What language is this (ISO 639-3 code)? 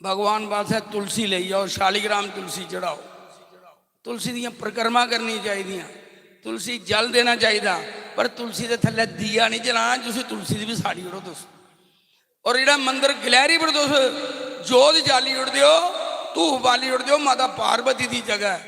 doi